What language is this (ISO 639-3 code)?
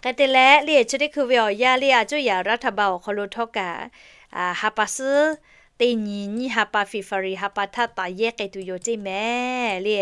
lhu